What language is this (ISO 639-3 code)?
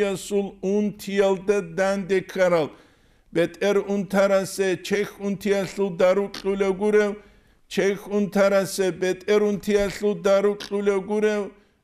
ava